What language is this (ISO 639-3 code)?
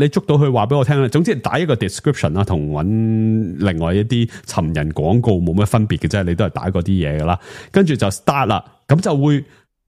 yue